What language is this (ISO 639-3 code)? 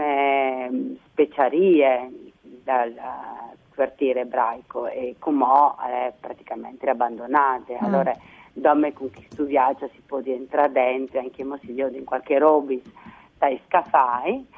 fur